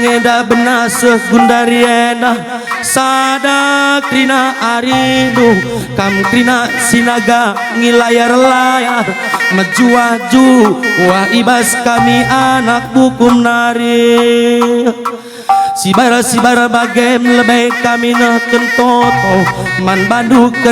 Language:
Batak Karo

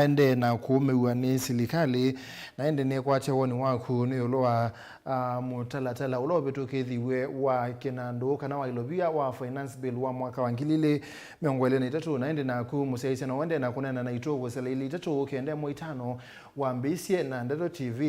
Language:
Kamba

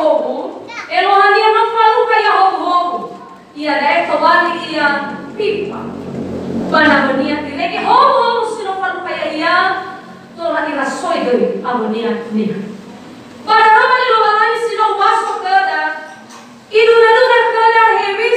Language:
Nias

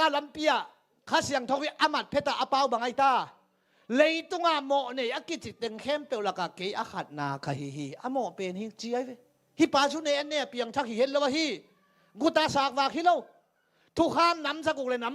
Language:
Tedim Chin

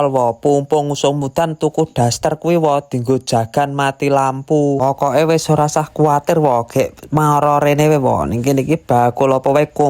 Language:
Javanese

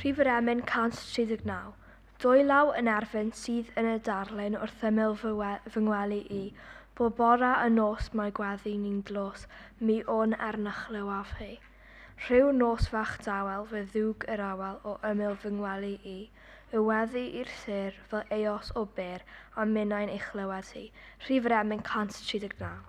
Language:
Welsh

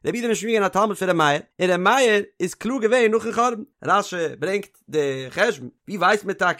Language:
Yiddish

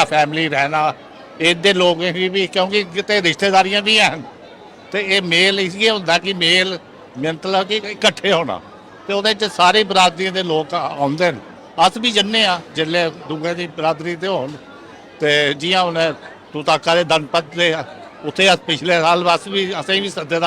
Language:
Dogri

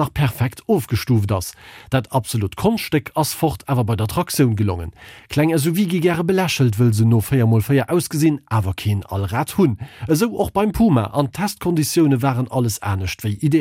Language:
Luxembourgish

